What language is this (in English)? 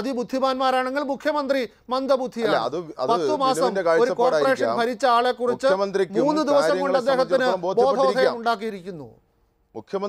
Malayalam